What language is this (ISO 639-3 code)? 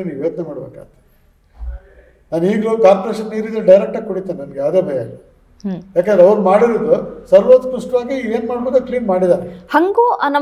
kan